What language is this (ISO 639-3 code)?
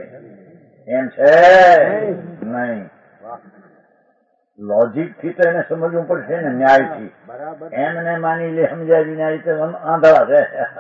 guj